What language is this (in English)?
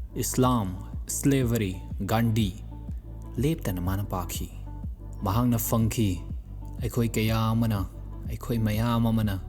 Manipuri